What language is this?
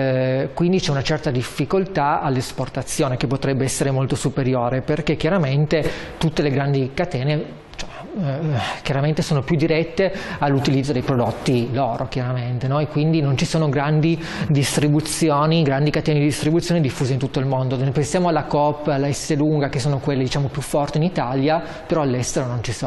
Italian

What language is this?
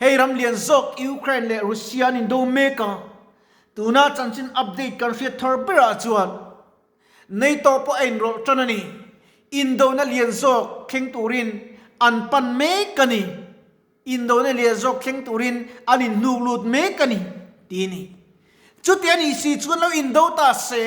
Mizo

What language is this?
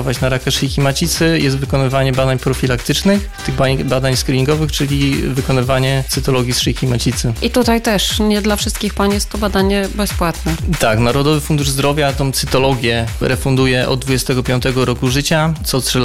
Polish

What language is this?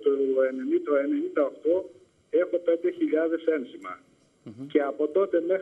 Greek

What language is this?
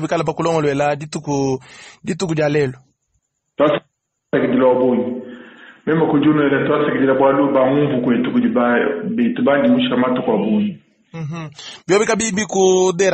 Luba-Lulua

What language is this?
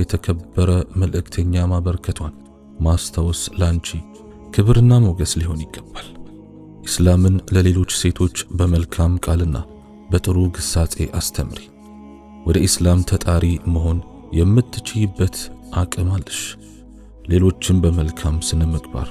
Amharic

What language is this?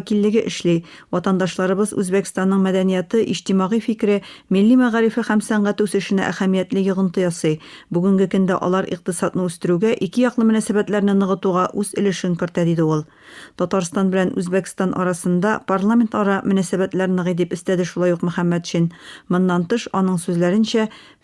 Tatar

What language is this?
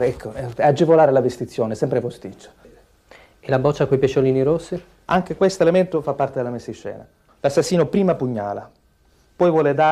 Italian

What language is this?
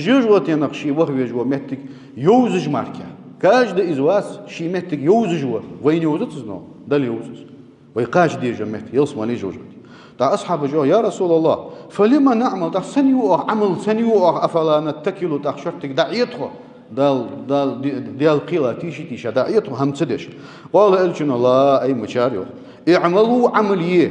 Ingush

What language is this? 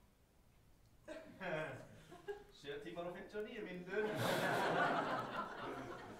Icelandic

